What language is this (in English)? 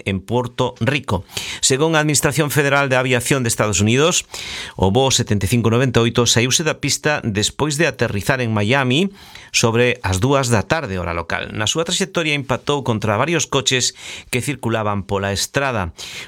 Galician